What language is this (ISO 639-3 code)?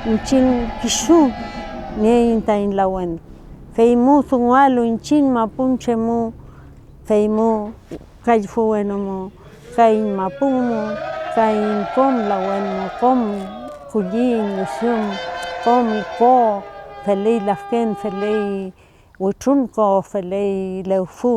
arn